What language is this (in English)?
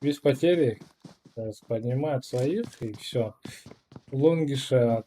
Yakut